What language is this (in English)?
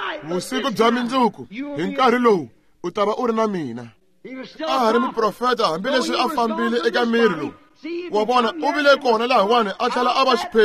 Tsonga